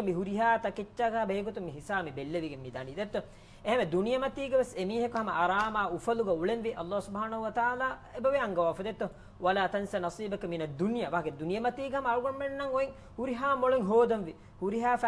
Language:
Divehi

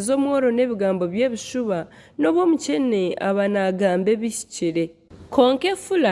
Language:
Nyankole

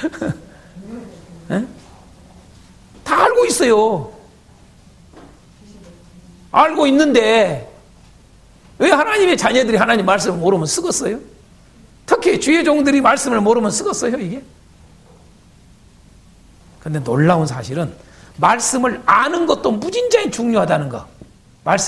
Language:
Korean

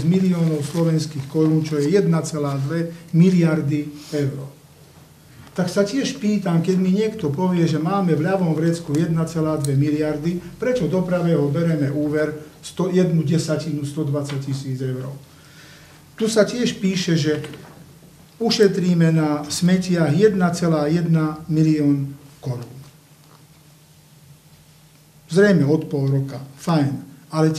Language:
Slovak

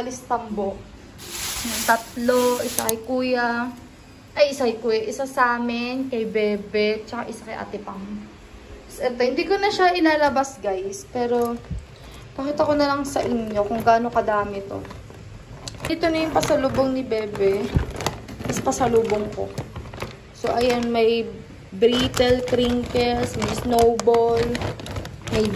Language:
Filipino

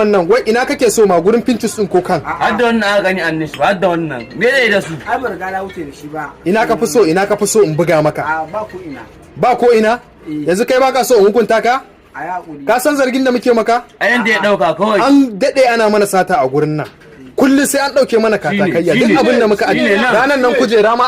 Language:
Hausa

